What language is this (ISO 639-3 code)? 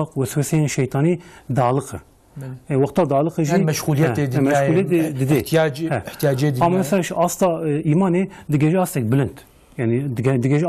kur